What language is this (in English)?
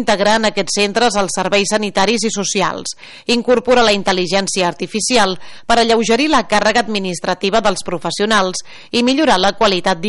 Catalan